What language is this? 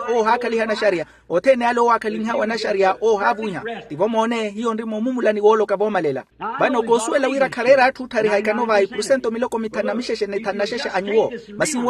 Makhuwa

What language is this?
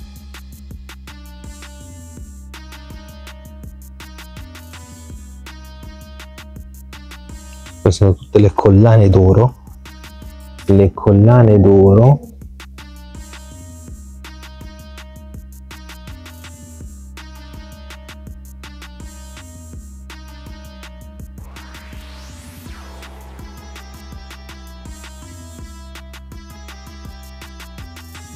Italian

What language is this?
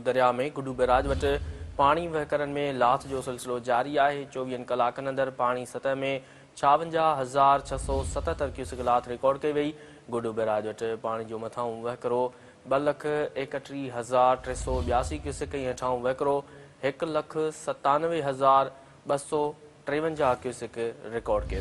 Sindhi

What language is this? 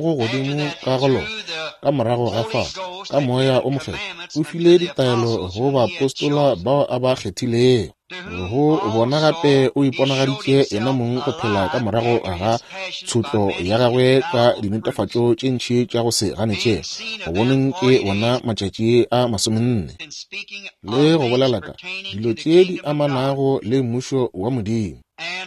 Northern Sotho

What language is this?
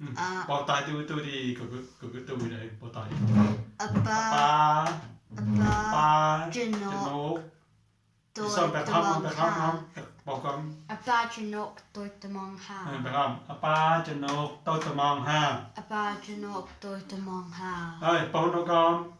Mon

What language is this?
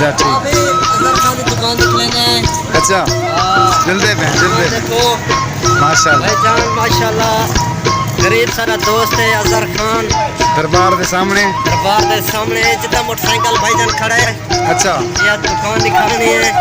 Saraiki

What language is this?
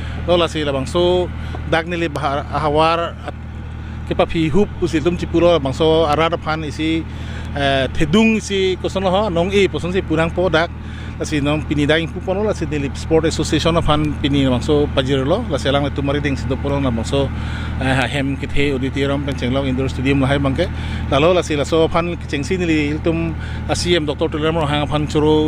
Karbi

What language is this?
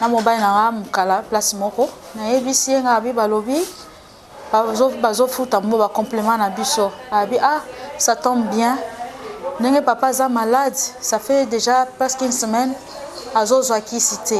Lingala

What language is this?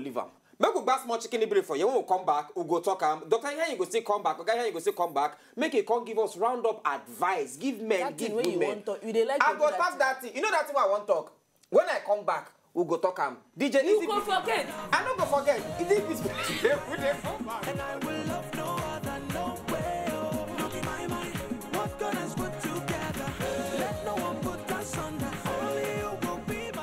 Nigerian Pidgin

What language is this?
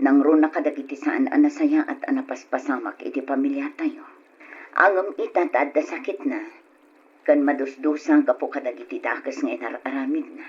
Iloko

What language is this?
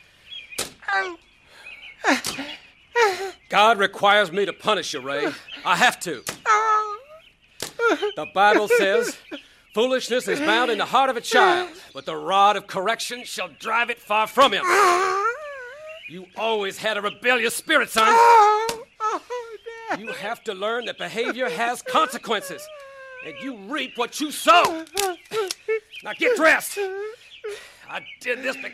English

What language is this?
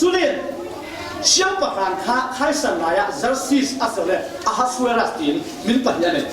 Falam Chin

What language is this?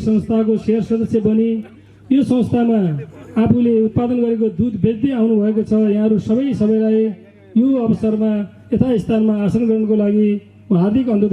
Nepali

